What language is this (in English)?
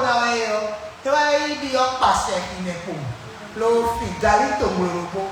Fon